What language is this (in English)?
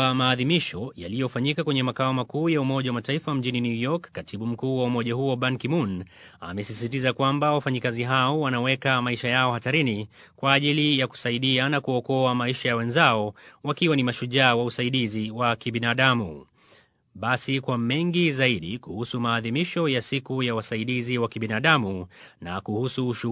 Swahili